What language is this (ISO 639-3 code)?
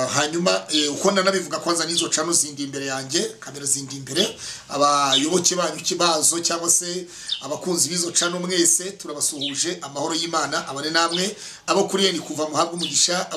kin